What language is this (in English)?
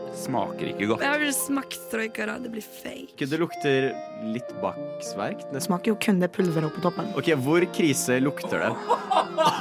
Norwegian